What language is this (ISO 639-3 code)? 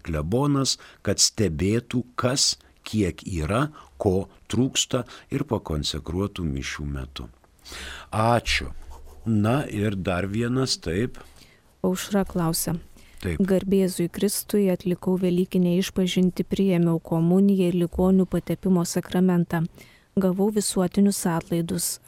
lit